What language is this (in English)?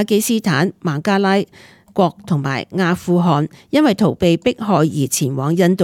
Cantonese